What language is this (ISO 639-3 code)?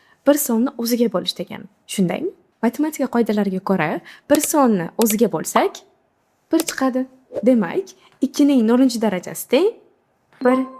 uzb